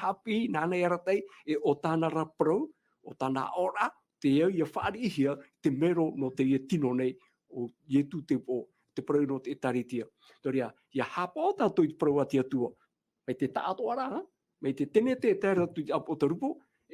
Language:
Tahitian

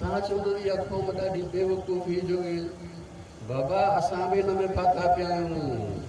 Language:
Sindhi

